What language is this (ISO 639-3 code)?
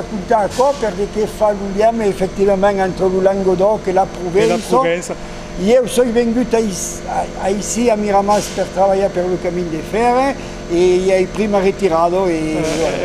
oci